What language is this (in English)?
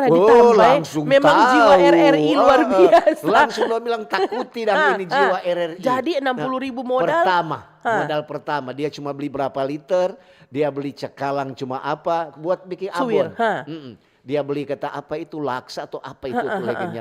Manado Malay